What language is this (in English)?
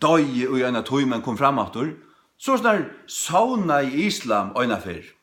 Faroese